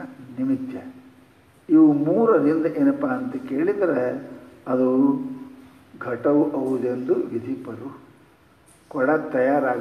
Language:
Kannada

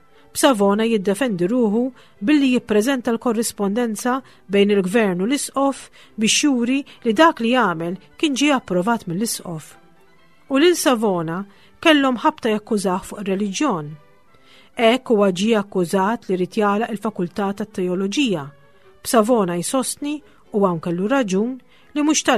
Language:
Maltese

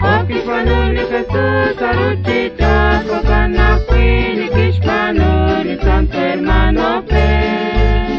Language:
Kekchí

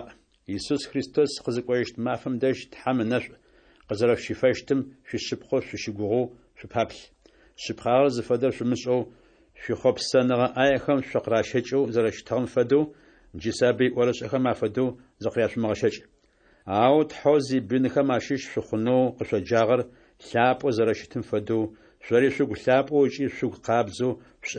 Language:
Adyghe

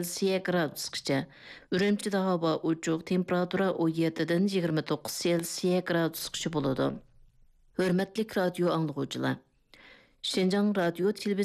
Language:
Uyghur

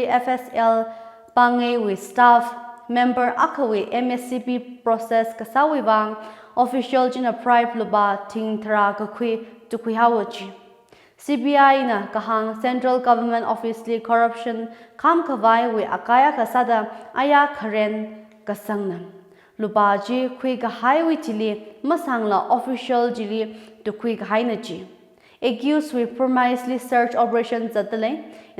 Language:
Tangkhul Naga (India)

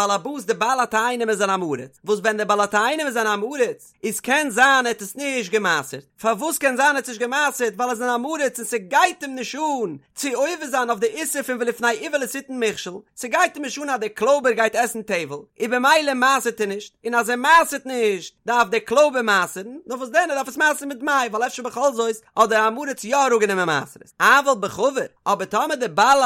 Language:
Yiddish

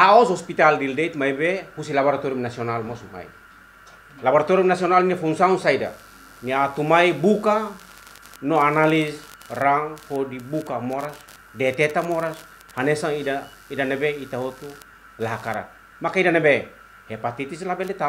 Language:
Tetum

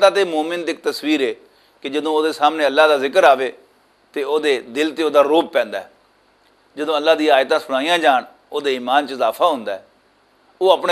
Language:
Western Panjabi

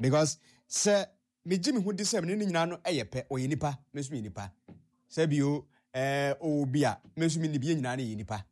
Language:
Akan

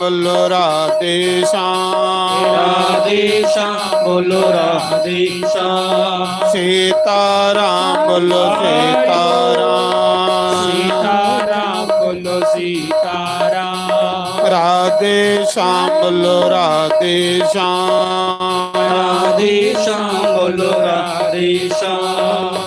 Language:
Dogri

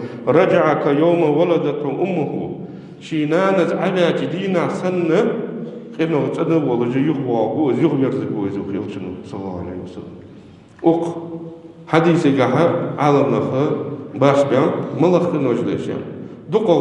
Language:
Ingush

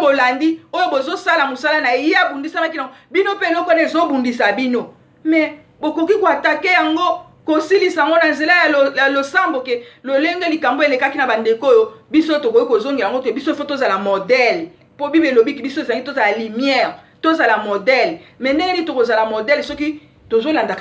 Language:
Lingala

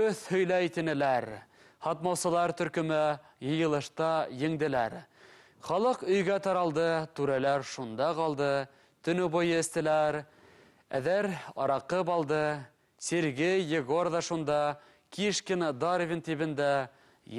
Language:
Bashkir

